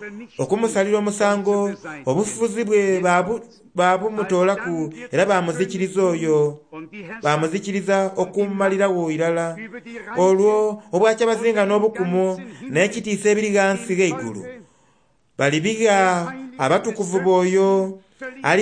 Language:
Soga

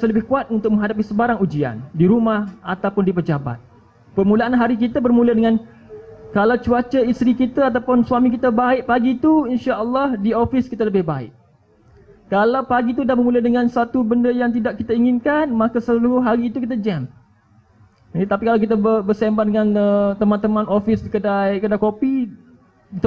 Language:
Malay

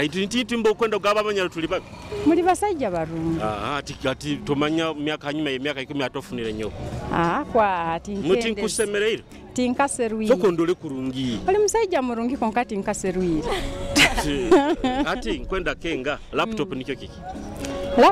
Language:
Nyoro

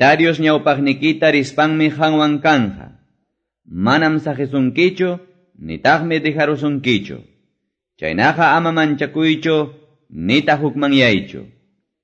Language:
Quechua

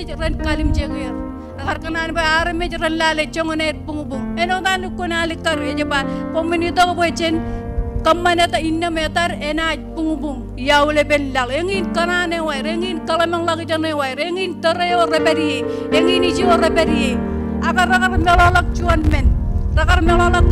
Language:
Marshallese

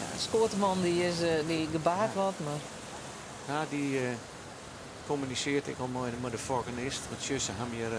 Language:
Western Frisian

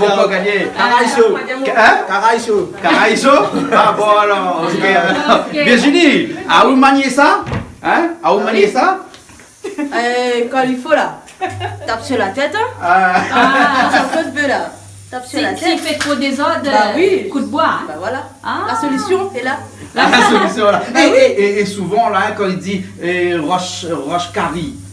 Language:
Réunion Creole French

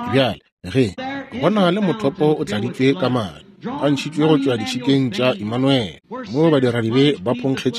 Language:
Northern Sotho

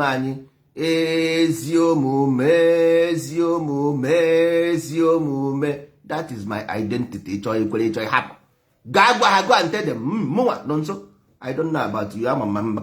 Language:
Igbo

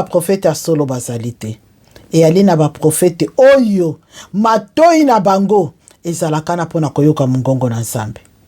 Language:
Lingala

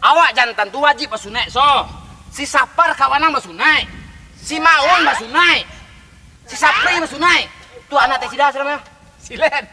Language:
Minangkabau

